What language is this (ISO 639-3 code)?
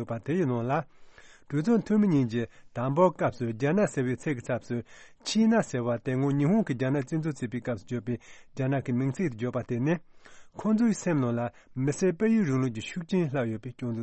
bod